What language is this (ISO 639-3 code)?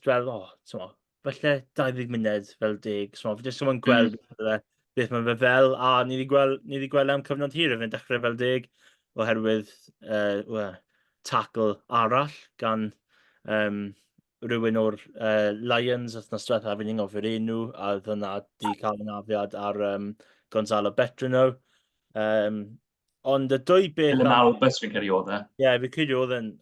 cym